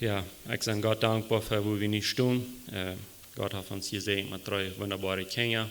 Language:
Plautdietsch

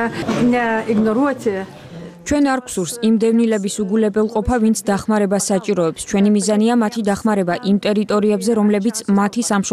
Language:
Georgian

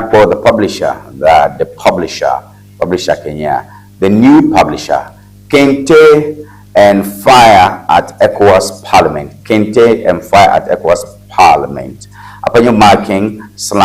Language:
Ewe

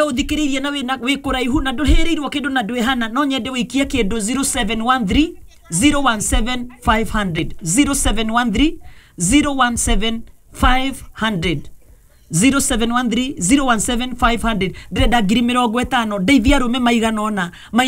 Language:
Kikuyu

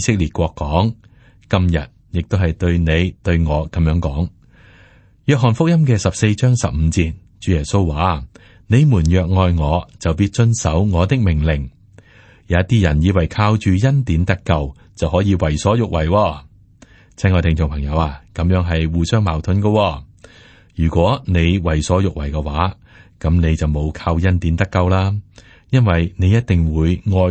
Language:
Cantonese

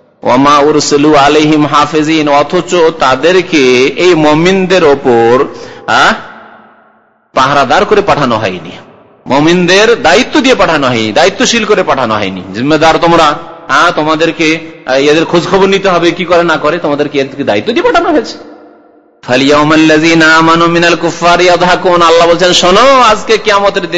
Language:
Bangla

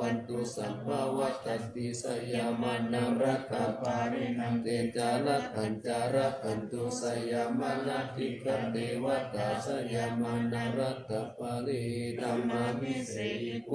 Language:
Pali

